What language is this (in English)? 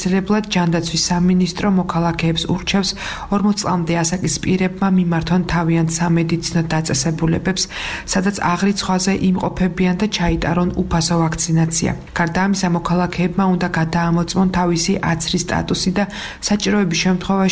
Georgian